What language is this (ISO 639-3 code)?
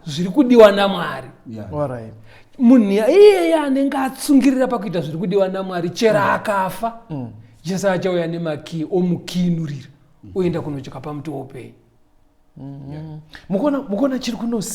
sna